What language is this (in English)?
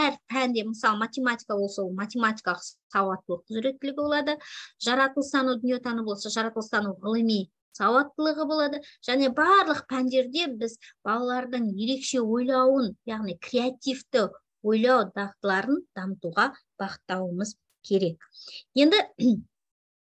Kazakh